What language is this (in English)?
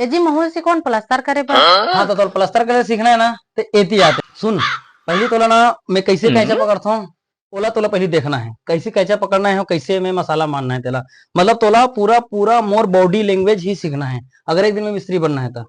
Chhattisgarhi